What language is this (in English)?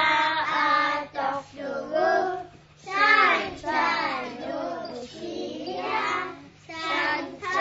Kalaallisut